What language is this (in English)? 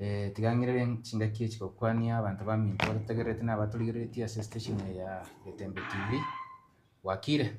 Gusii